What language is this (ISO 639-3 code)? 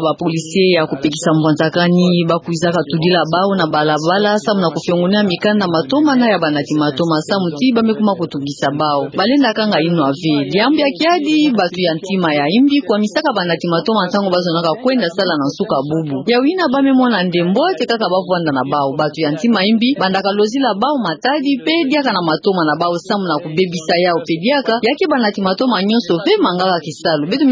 ktu